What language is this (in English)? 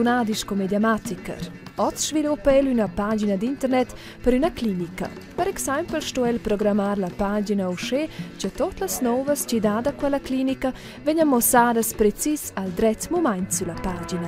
Romansh